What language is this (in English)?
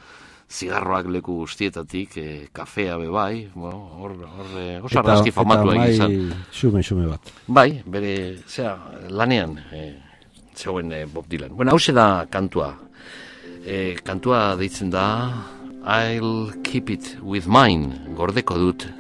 Basque